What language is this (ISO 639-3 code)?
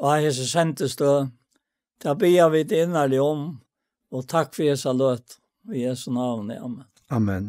fao